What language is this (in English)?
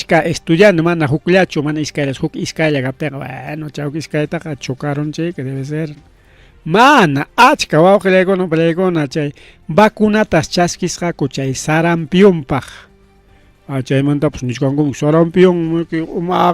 Ayacucho Quechua